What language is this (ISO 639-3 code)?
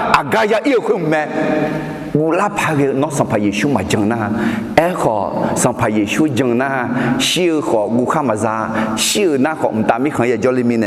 ahk